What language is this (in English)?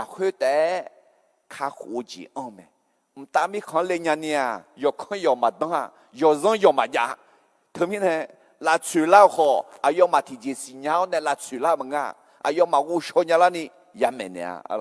Akha